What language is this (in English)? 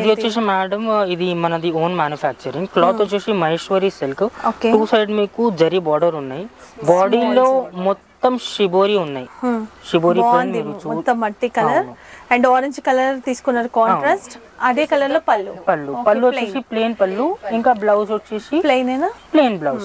Telugu